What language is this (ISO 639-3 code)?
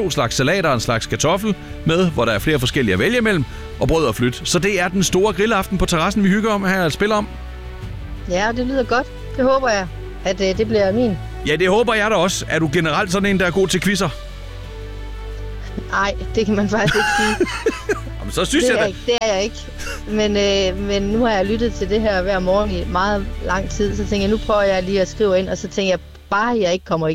dan